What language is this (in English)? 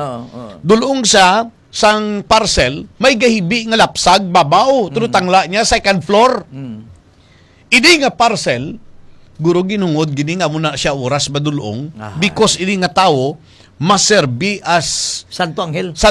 Hiligaynon